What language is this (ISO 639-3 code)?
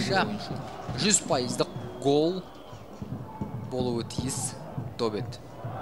kaz